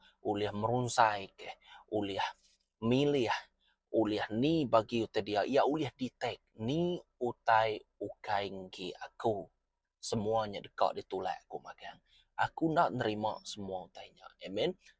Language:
Iban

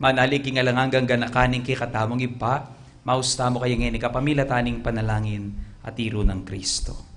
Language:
Pampanga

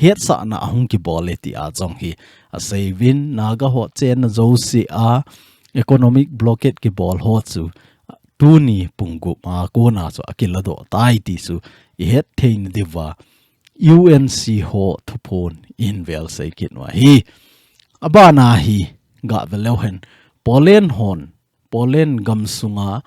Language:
Thado Chin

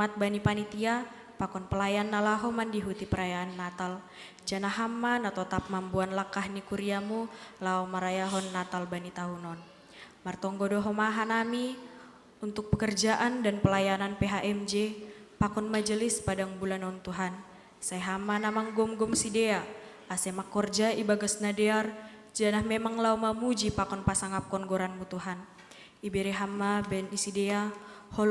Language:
Batak Simalungun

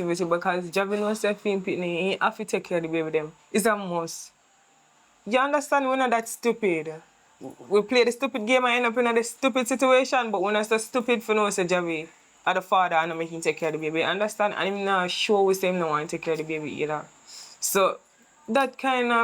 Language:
Jamaican Creole English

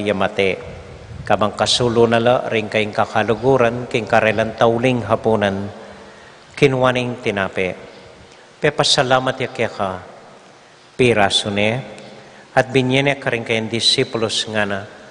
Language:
Pampanga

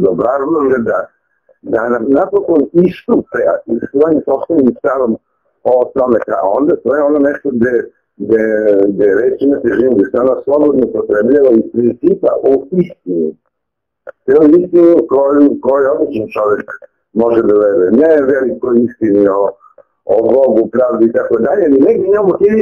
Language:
Serbian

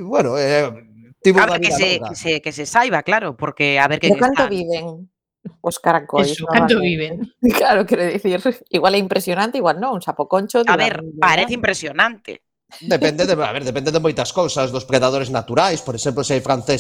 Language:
Galician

